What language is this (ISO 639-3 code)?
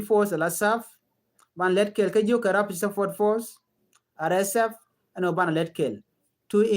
nus